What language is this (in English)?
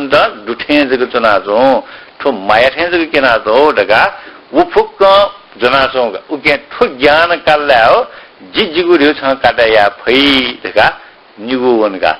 Newari